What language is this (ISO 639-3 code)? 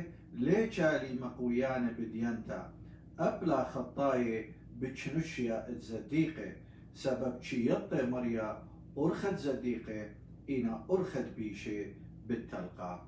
aii